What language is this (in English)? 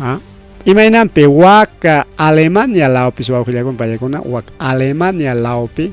Ayacucho Quechua